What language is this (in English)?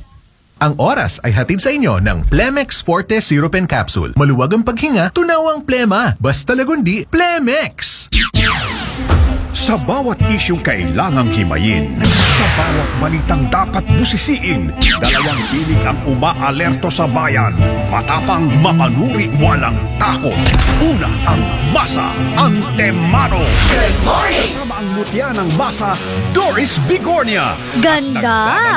Filipino